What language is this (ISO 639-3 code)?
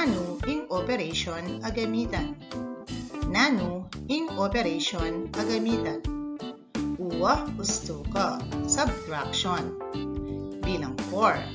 pam